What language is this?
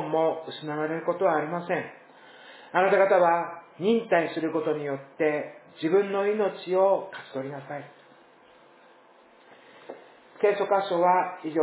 Japanese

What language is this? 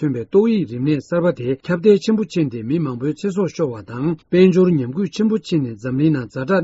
Tibetan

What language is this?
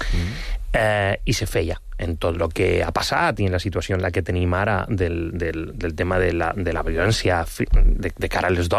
Catalan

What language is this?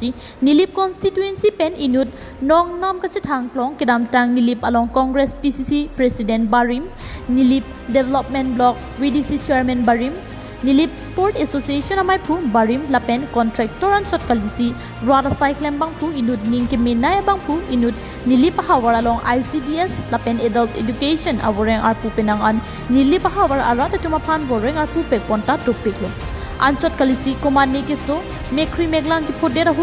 Karbi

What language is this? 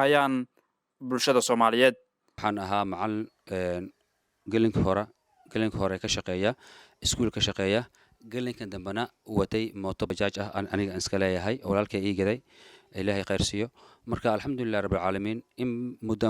Somali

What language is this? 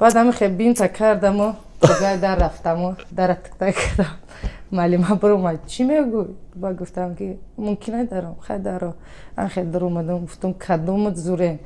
Tajik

